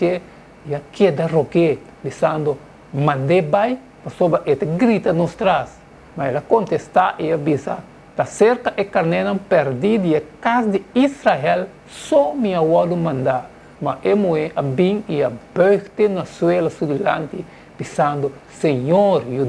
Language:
Papiamento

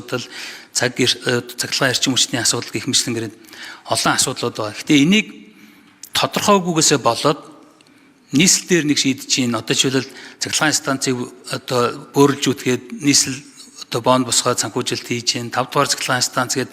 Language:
Mongolian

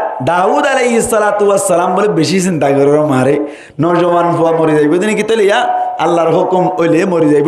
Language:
Rohingya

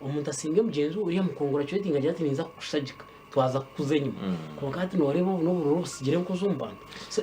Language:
Nyankole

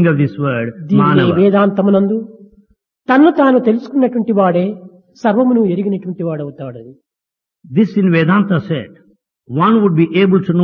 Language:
Telugu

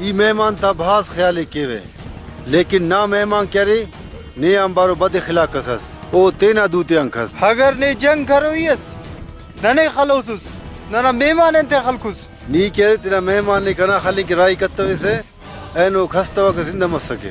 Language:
Brahui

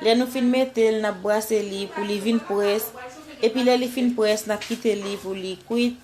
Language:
Haitian Creole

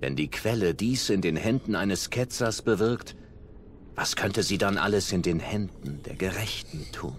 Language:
Swiss German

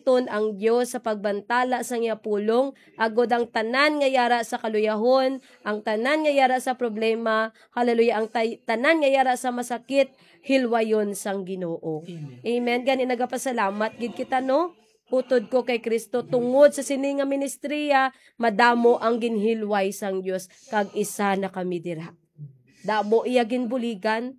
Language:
Hiligaynon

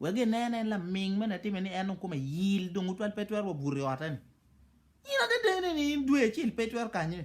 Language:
Acoli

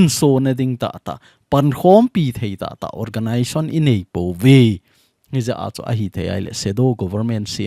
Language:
Thado Chin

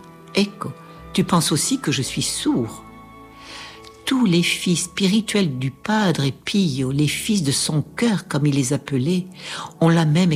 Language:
French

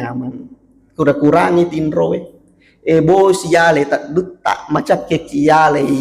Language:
Buginese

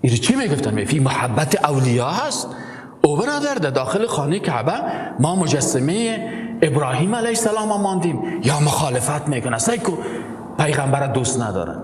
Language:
Persian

